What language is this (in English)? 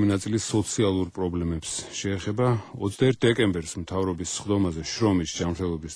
Georgian